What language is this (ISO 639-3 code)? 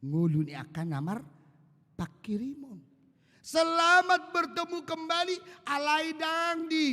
bbc